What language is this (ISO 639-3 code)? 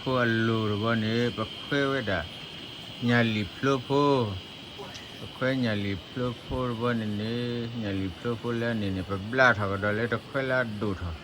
ksw